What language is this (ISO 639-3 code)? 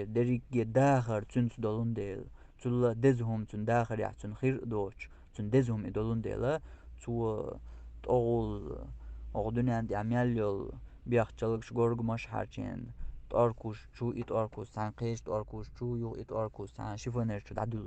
che